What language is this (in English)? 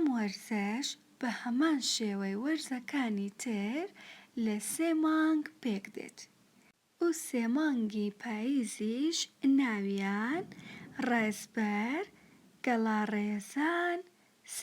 Central Kurdish